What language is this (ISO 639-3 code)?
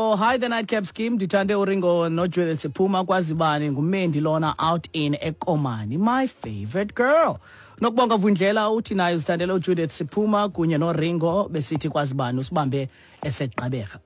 xho